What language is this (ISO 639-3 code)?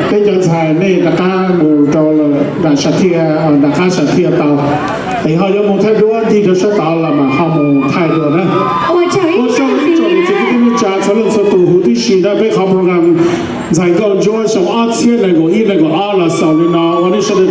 hmn